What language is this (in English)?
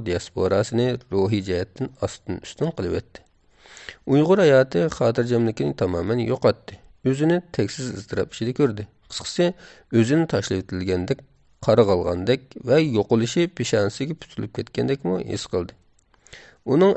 Uyghur